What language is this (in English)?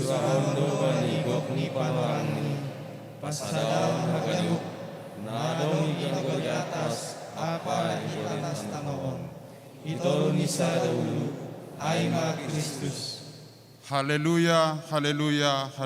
Batak Simalungun